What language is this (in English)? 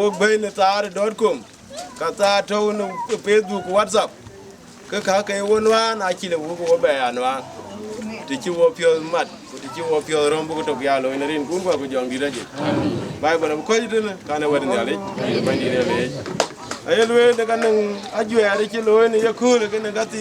Dinka